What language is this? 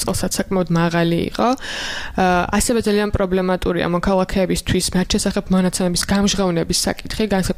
Georgian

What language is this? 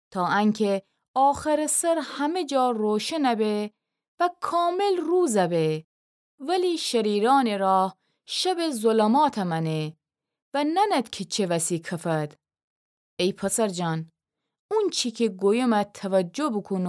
Gilaki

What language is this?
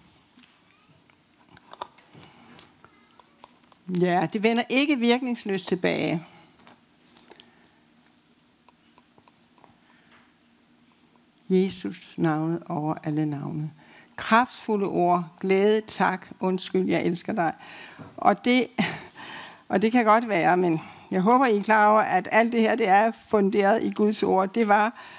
Danish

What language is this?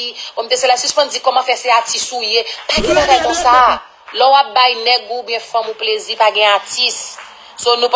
Haitian Creole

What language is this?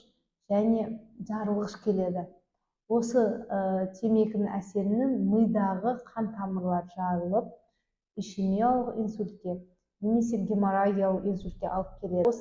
Kazakh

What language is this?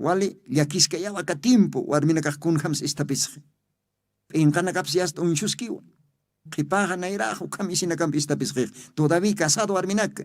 Aymara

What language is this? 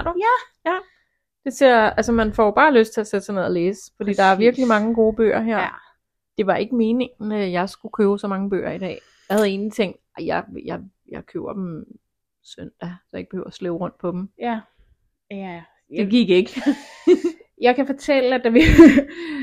Danish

